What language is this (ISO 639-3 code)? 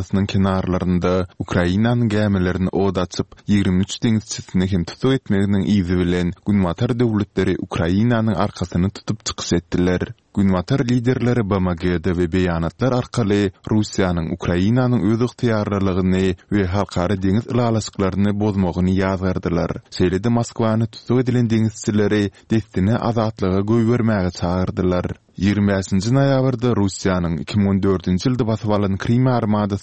tuk